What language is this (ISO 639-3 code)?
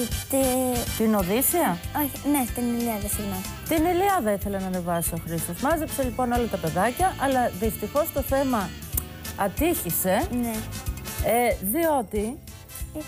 ell